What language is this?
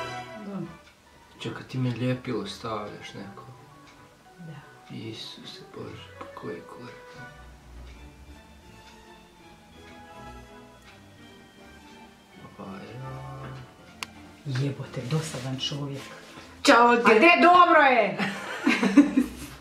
Croatian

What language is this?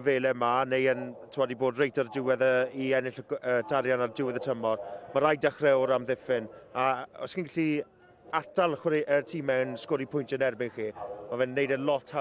Welsh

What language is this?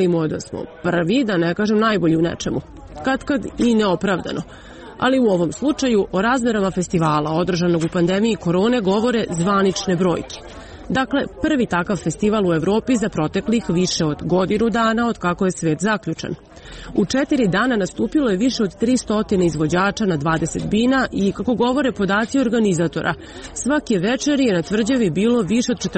Serbian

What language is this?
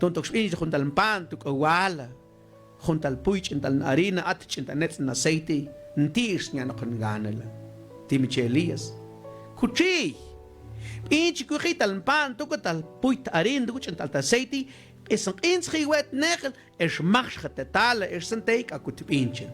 Mam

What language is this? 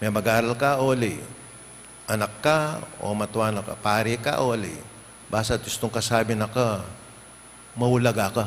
Pampanga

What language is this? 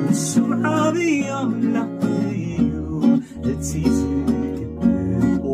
Tigrinya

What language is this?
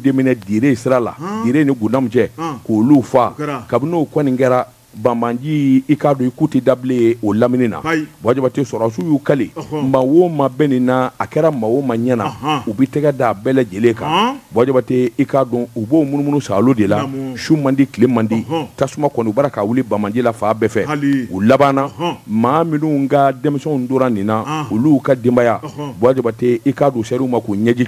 Bambara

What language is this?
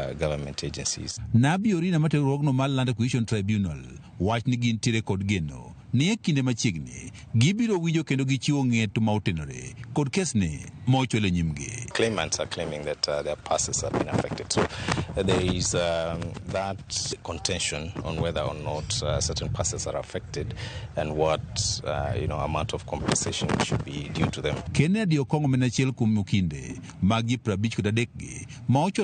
Luo (Kenya and Tanzania)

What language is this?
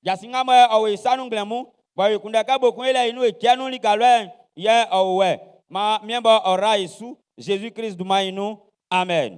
Baoulé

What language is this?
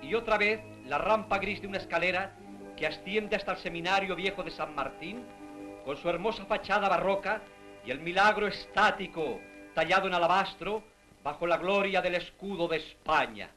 Ladino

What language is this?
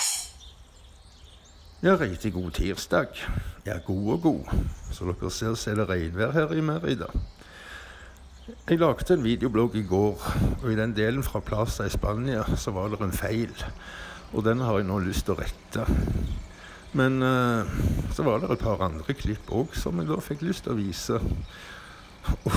Norwegian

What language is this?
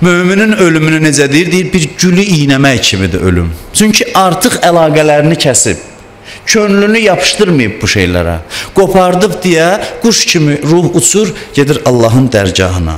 Azerbaijani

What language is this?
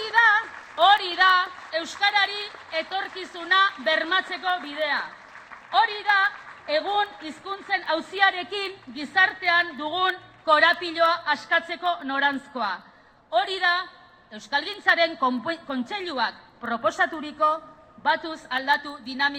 Basque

